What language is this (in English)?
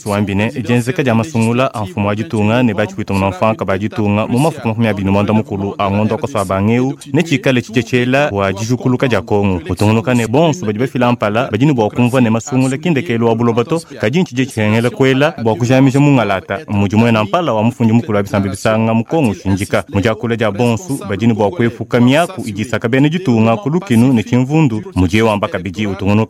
Luba-Lulua